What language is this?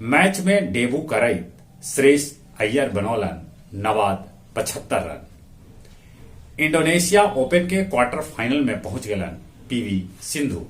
Magahi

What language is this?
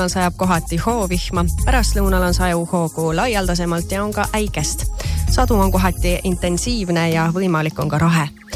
Estonian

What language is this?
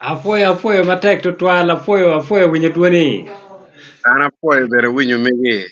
Acoli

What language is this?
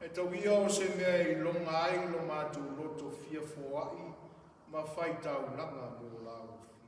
Samoan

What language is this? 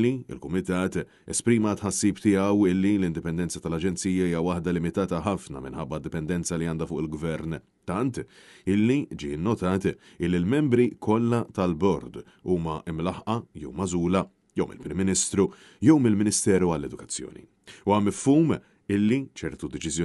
Maltese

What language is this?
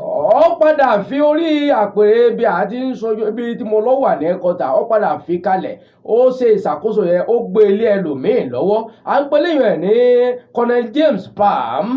Yoruba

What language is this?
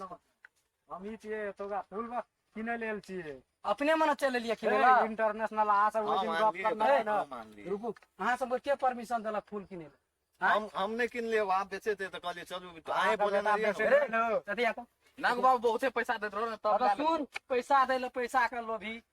Maithili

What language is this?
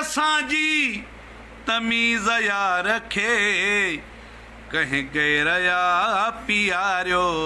Sindhi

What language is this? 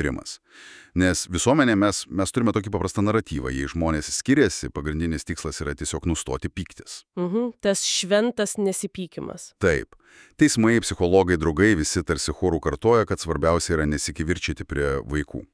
Lithuanian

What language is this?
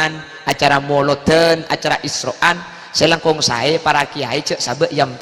Madurese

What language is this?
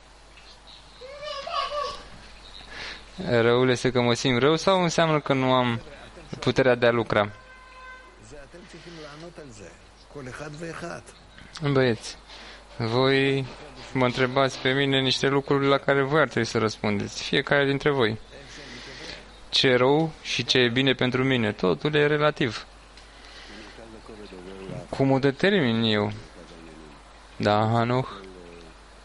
Romanian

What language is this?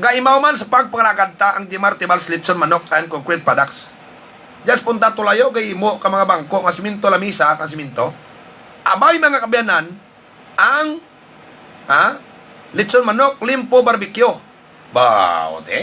Hiligaynon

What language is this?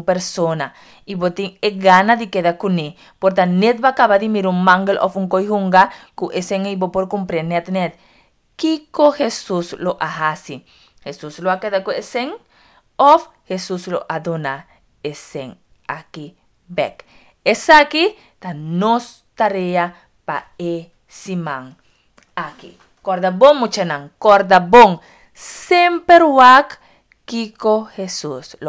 Papiamento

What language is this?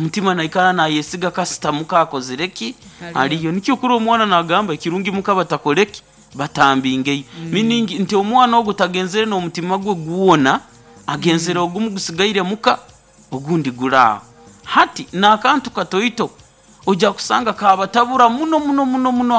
Nyoro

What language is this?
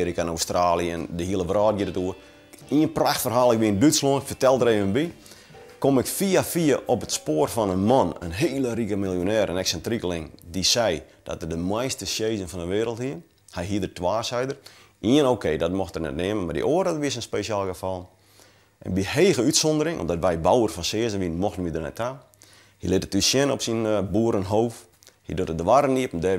Western Frisian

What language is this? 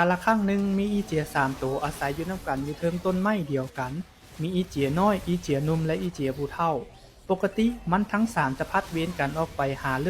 Lao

